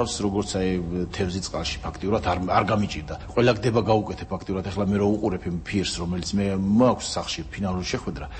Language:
Georgian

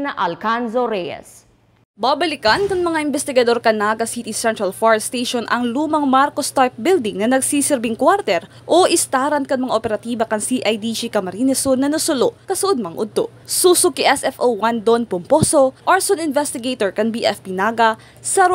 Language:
Bikol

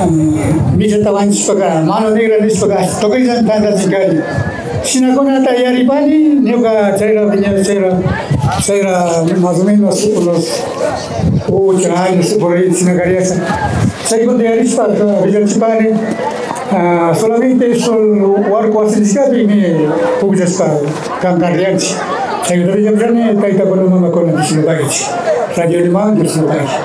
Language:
Imbabura Highland Quichua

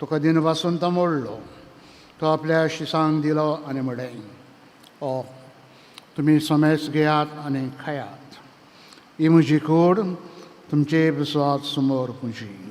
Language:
Konkani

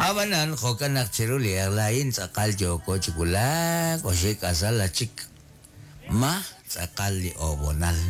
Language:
Kekchí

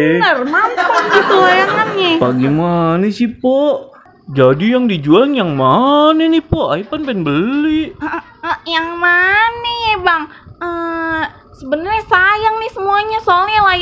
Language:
Betawi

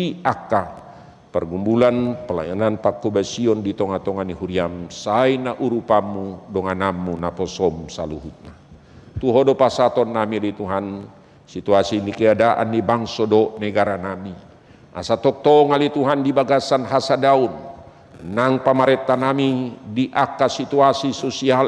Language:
Batak Toba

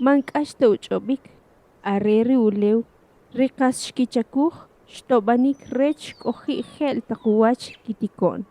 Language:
Kʼicheʼ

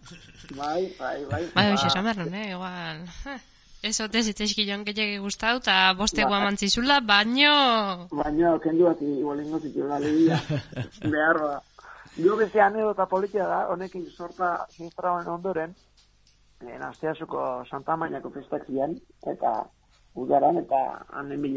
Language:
Basque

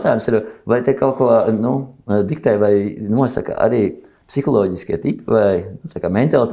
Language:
Latvian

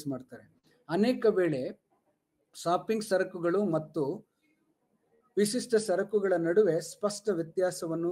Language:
Kannada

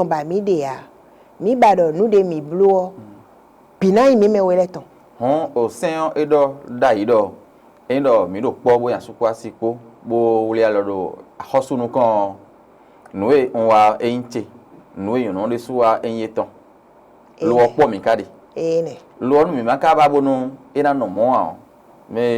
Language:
Fon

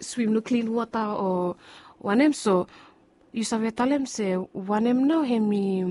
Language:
Bislama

